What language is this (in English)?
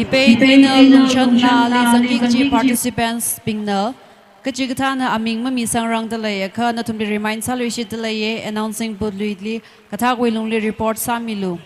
Tangkhul Naga (India)